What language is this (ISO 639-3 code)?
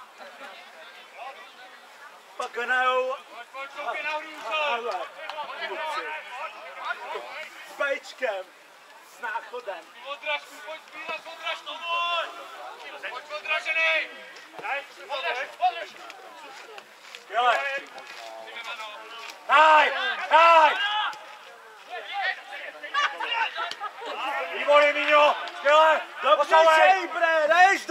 ces